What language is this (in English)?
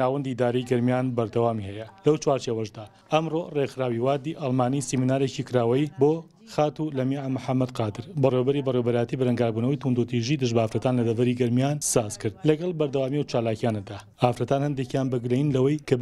Central Kurdish